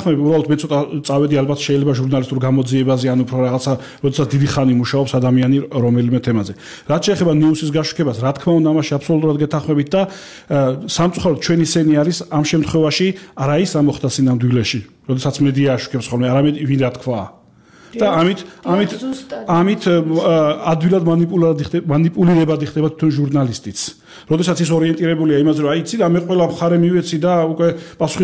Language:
Georgian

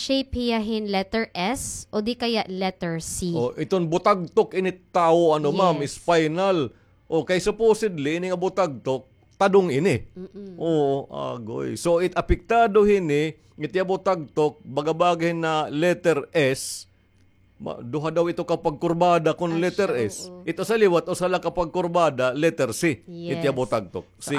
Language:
Waray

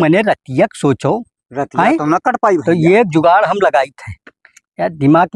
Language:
Awadhi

